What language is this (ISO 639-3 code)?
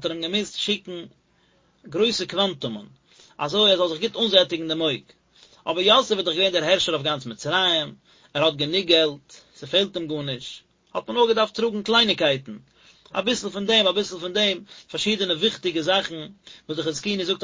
yid